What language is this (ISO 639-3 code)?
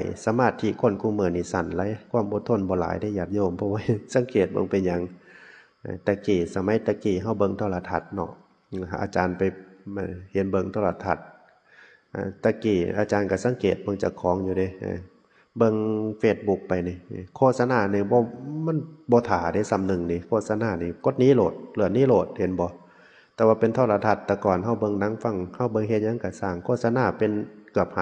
tts